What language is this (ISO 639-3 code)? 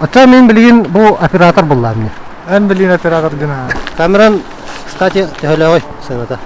sah